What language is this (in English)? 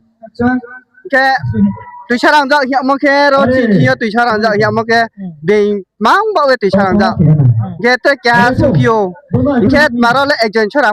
Riang (India)